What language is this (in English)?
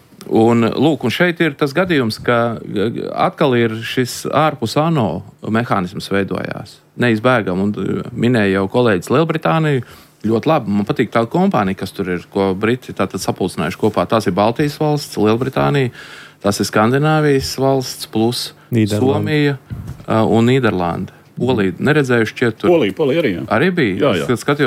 Latvian